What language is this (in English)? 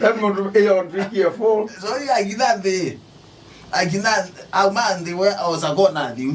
Kamba